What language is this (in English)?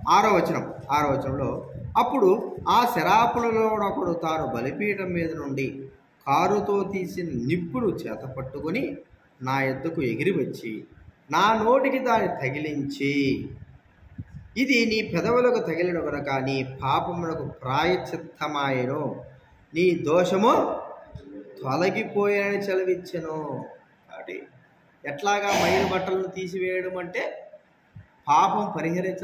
Telugu